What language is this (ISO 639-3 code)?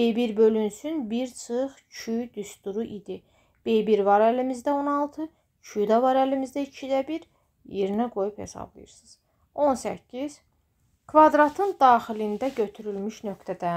aze